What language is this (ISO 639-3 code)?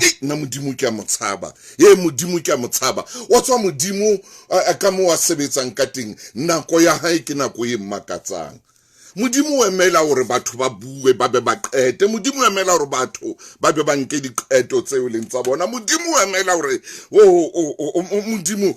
sot